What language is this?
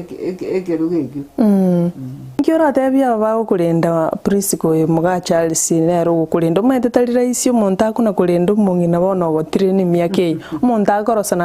Gusii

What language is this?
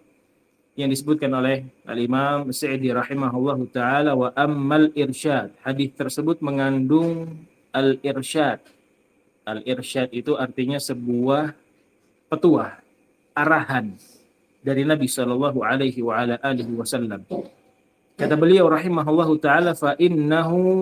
Indonesian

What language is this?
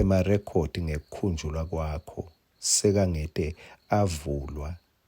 Swati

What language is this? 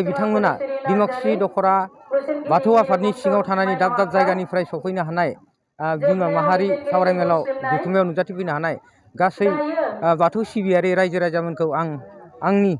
Bodo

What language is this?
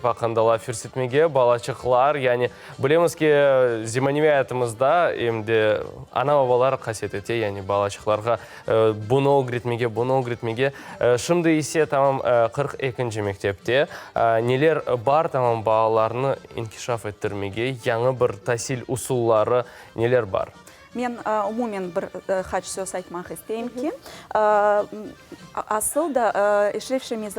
Crimean Tatar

